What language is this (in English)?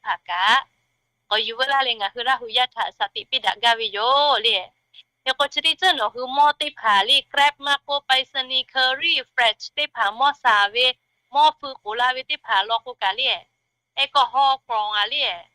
Lahu